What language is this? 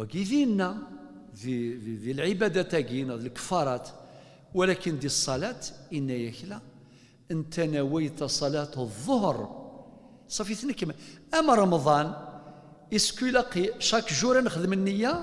Kabyle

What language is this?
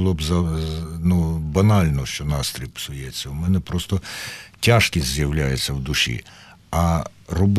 Ukrainian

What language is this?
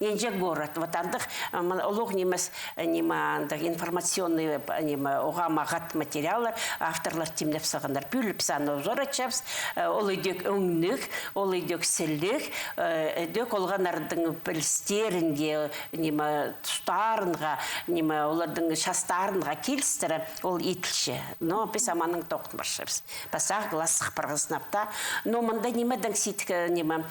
Khakas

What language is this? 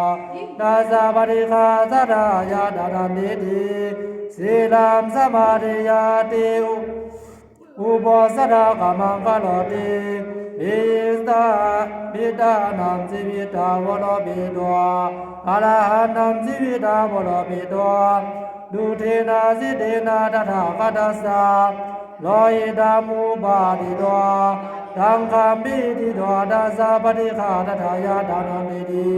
Pali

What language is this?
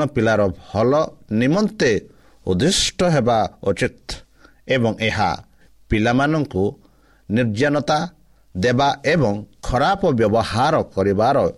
Odia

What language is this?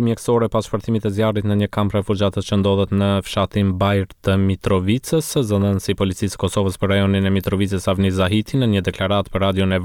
Albanian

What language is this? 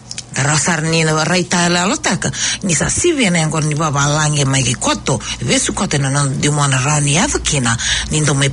Fijian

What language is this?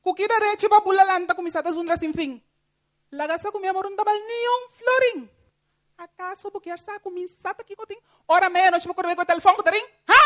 Papiamento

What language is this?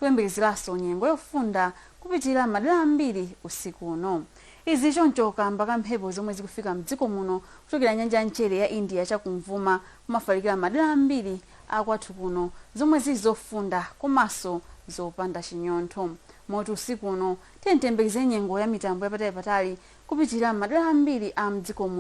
Nyanja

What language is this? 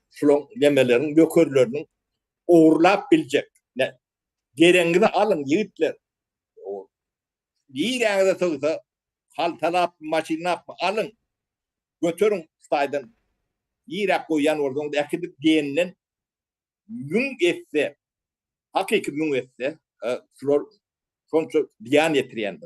Turkmen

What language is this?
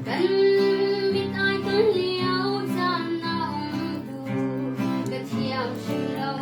Hakha Chin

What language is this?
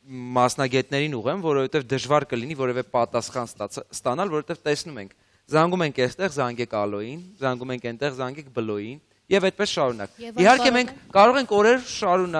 Armenian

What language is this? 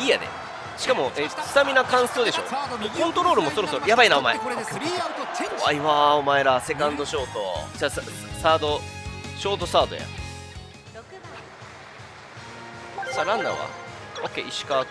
Japanese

